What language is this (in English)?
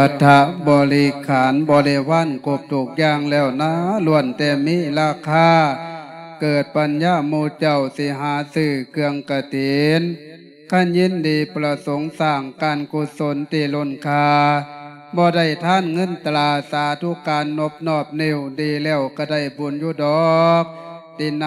Lao